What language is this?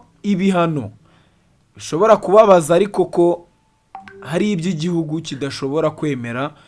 Kinyarwanda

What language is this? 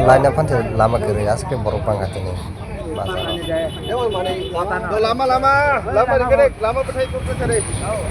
Kok Borok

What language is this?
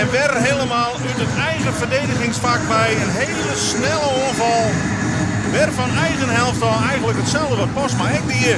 Western Frisian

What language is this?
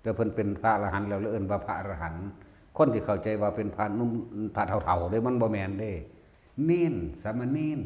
Northeastern Thai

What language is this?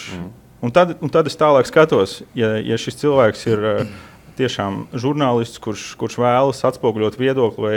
Latvian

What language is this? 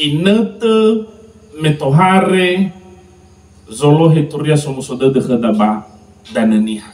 Nias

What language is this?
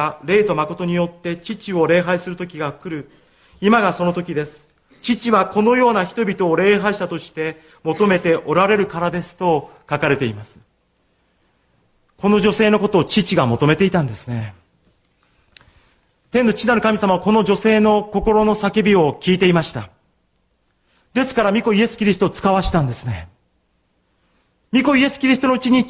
Japanese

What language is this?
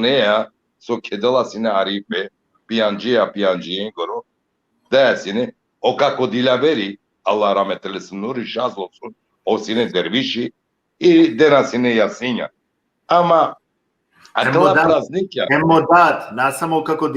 Balkan Romani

